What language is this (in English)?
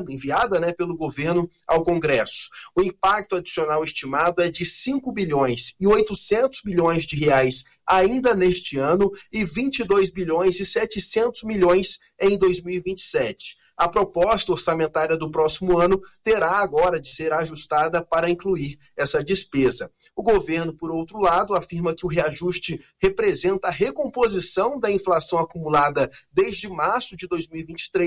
Portuguese